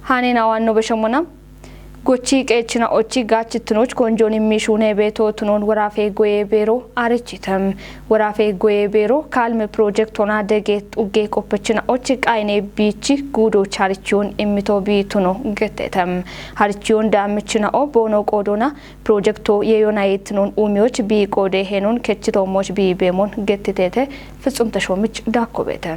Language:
Kafa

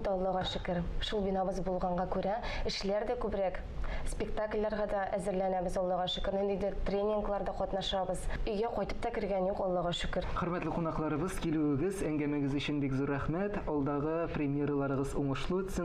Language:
Tatar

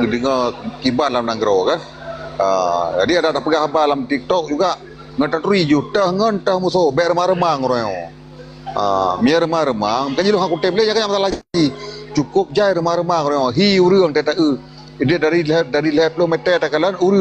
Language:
Achinese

